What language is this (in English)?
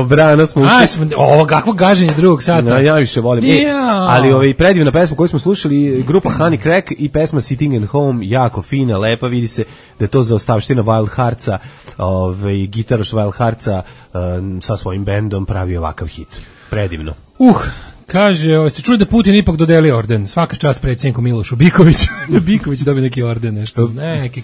Serbian